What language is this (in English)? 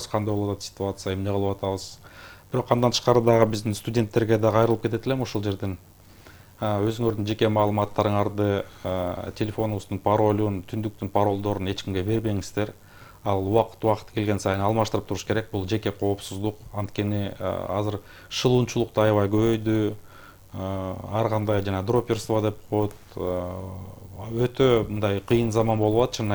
Kyrgyz